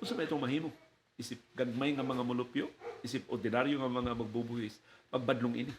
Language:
Cebuano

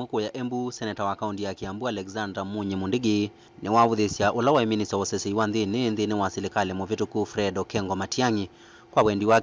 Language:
Kamba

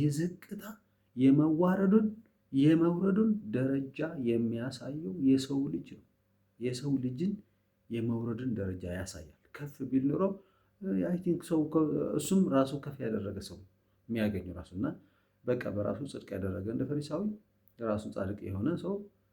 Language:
Amharic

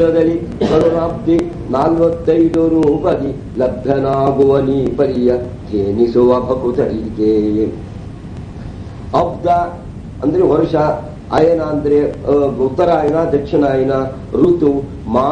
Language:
Kannada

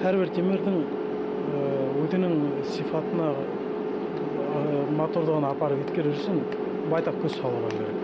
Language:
Bashkir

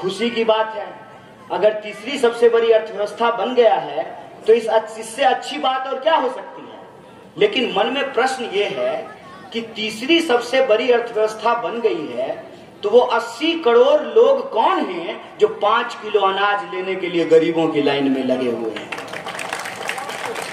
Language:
Hindi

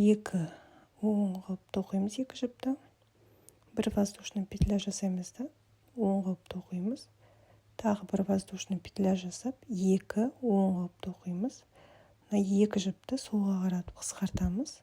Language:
Kazakh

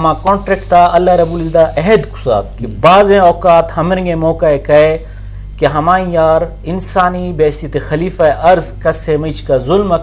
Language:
Eastern Balochi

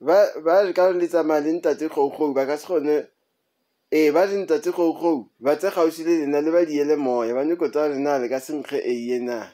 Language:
Northern Sotho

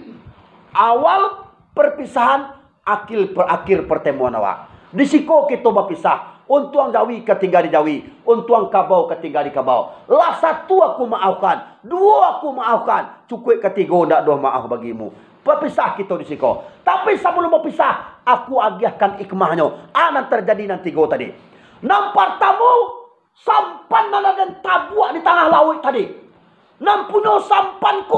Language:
Minangkabau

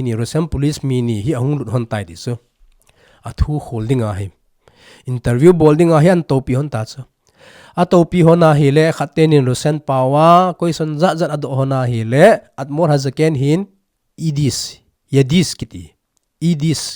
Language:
Thado Chin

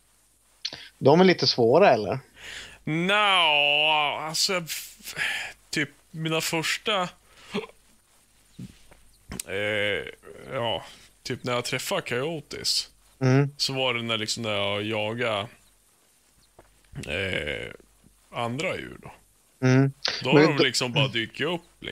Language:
Swedish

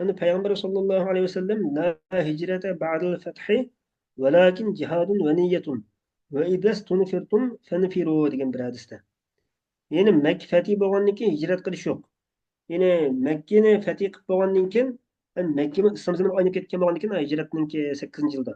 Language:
Uyghur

